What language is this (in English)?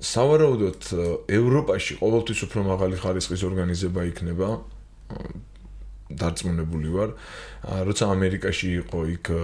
Georgian